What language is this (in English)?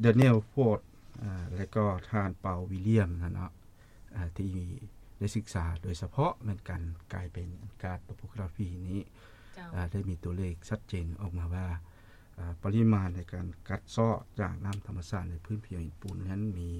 Lao